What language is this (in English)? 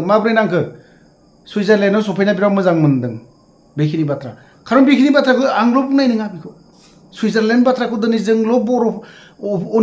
Bodo